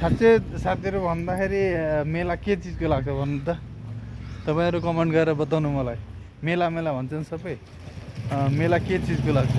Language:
Nepali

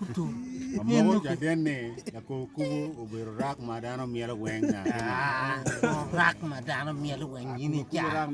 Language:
Acoli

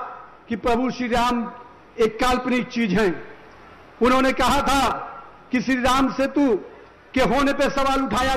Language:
Hindi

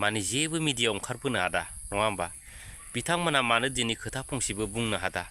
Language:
Bodo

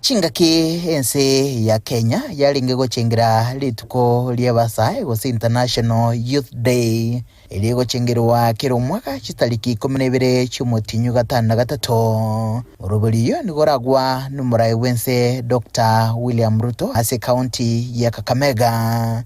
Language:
Gusii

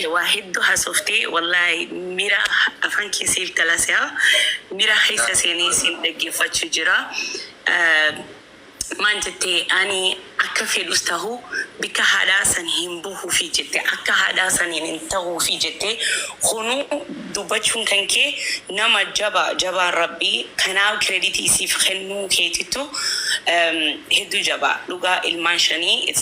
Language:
Oromo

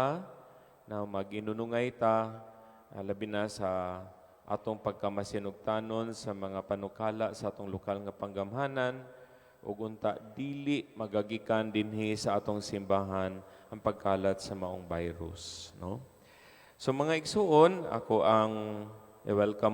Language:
Cebuano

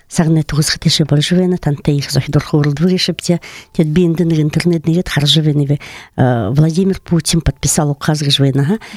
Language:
Buriat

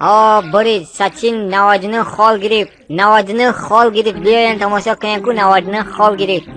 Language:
Tajik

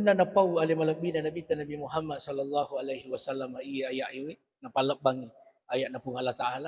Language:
Buginese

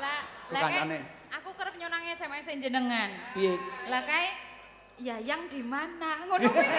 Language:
Javanese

